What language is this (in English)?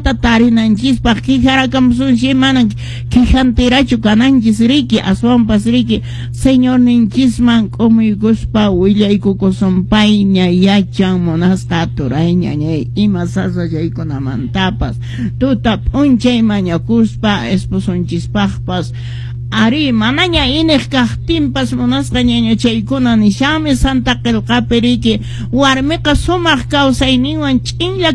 Quechua